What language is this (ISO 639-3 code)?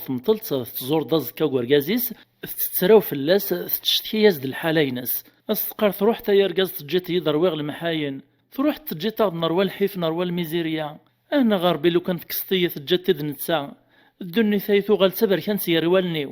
kab